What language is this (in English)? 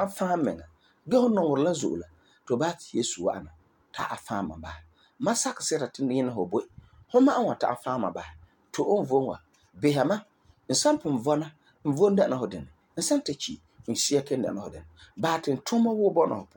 Frafra